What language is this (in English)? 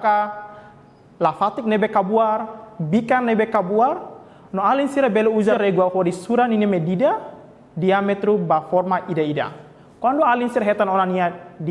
Tetum